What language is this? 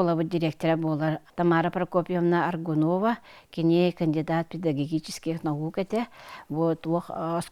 Yakut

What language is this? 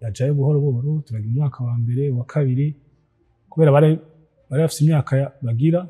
Rundi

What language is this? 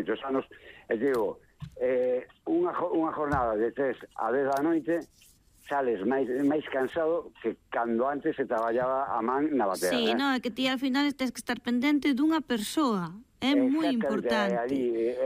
Galician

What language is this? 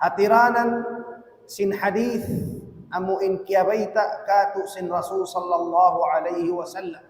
Tausug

